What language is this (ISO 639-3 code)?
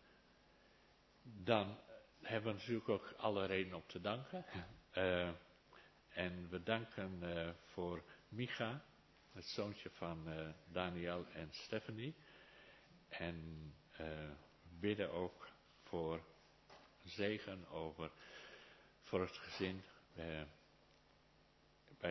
nld